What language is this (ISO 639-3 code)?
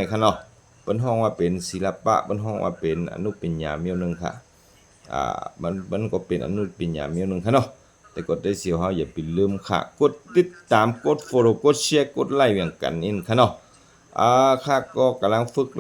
shn